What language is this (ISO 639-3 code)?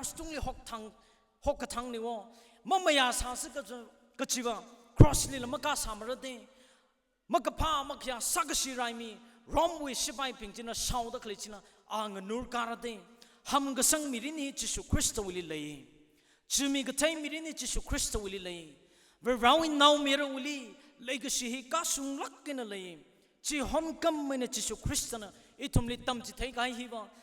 nmf